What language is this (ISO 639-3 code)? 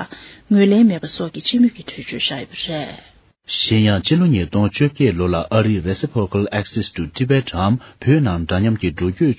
bod